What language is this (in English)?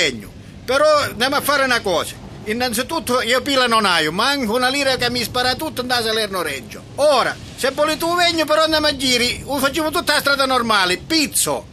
Sicilian